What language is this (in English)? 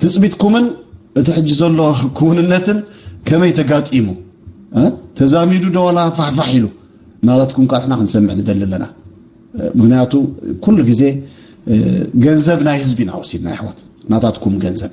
Tigrinya